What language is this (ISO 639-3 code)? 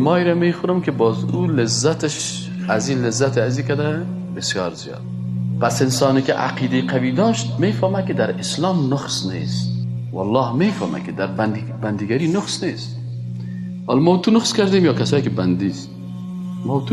fas